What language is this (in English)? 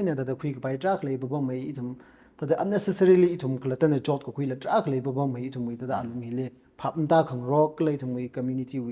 Tangkhul Naga (India)